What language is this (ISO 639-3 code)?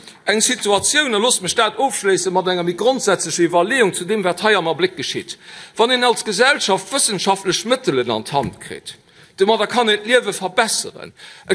ltz